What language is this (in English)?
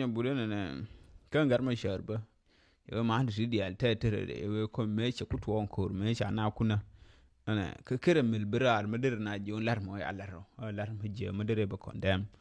Nuer